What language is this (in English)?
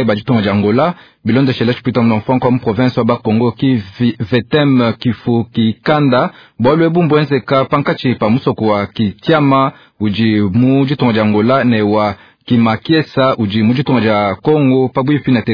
Luba-Lulua